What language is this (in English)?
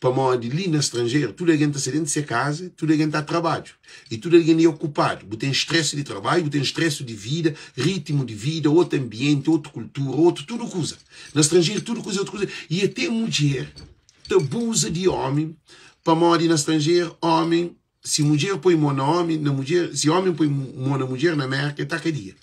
Kabuverdianu